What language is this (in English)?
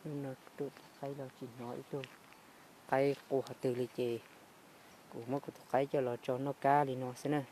Hmong